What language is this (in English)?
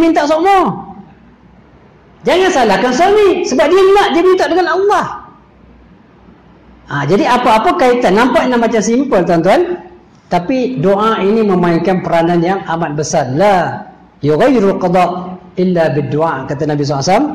Malay